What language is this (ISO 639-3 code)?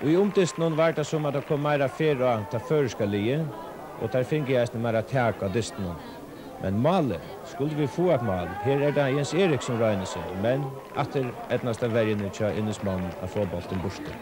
fao